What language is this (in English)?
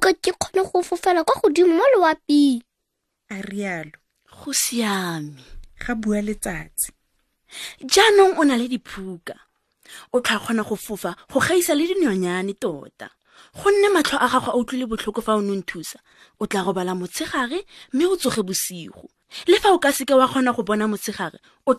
Tswana